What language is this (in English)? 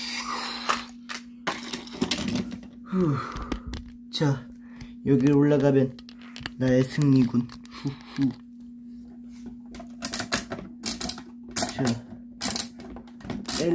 Korean